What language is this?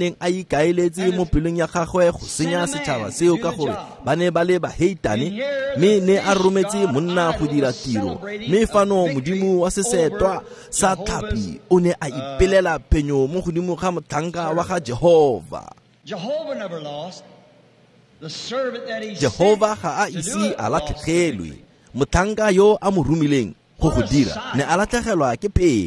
Tswana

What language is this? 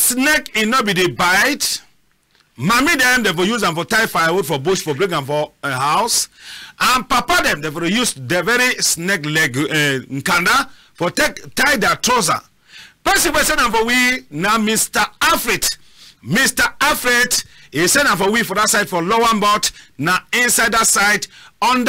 Cameroon Pidgin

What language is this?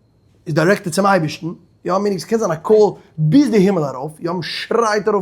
Yiddish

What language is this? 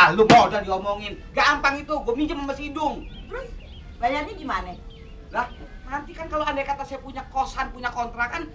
Betawi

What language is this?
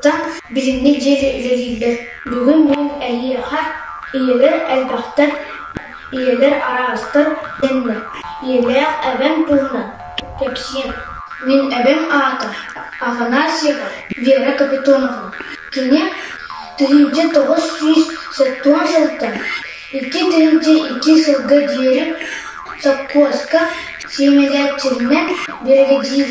Yakut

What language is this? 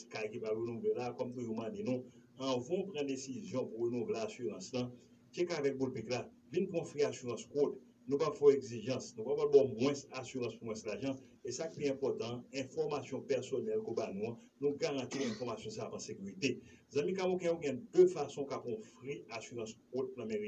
Haitian Creole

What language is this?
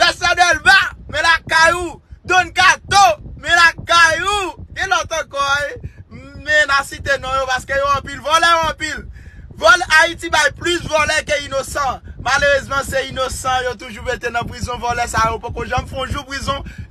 Haitian Creole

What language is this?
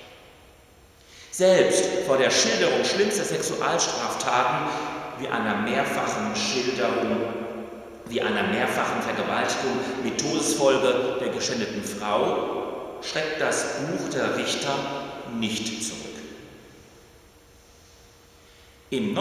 German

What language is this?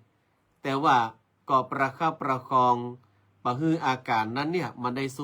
Northern Thai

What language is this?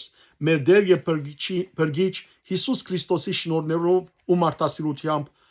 Western Armenian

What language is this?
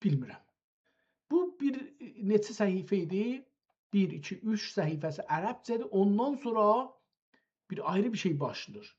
South Azerbaijani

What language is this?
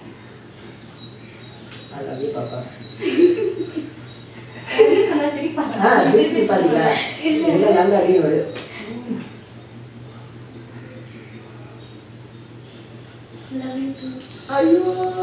Tamil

